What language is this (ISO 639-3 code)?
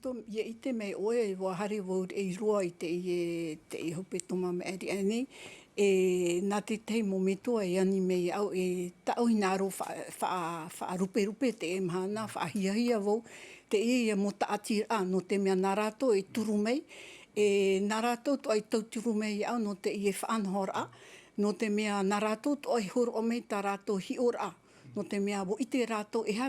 tah